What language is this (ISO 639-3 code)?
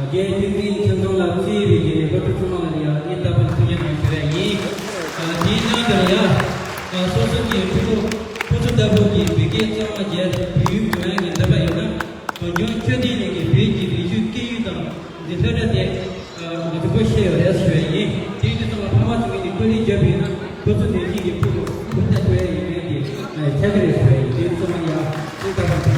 bod